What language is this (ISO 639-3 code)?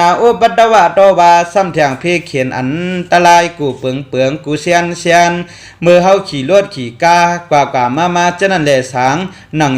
shn